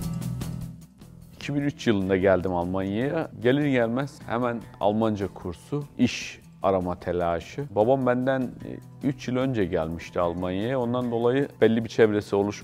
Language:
Turkish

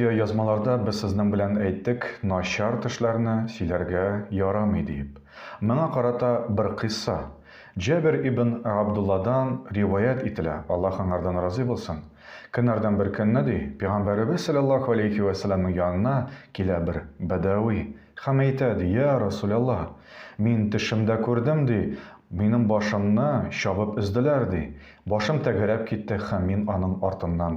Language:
Tatar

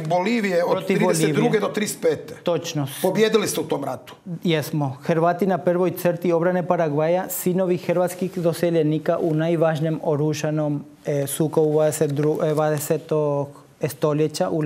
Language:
Croatian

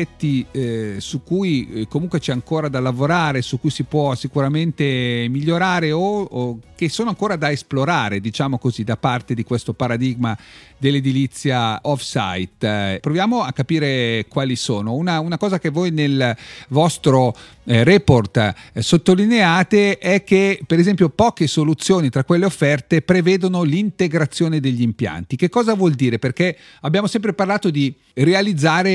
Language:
Italian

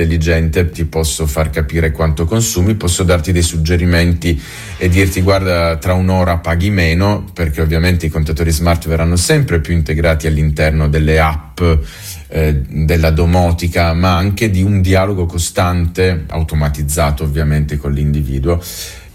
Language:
Italian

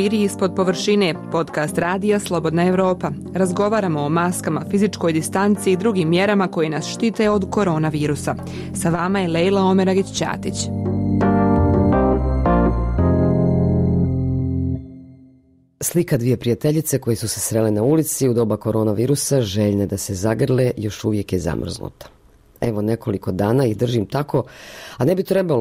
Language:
Bosnian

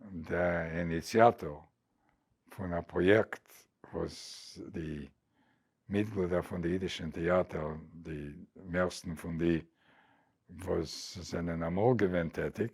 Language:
Yiddish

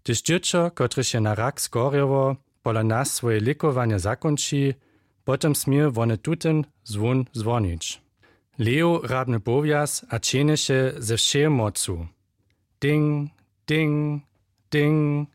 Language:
Upper Sorbian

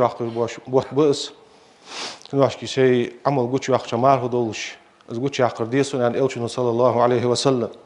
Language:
Ingush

